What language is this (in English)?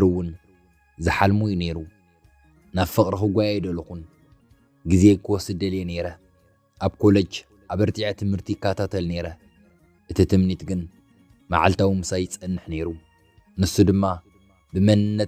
Tigrinya